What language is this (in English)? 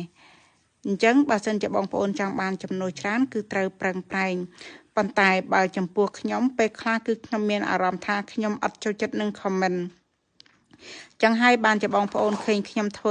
Khmer